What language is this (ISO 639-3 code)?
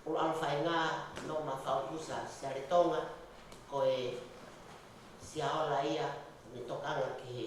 ton